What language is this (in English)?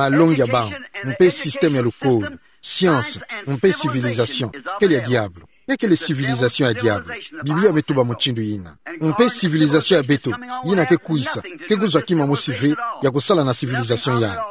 Kituba (Democratic Republic of Congo)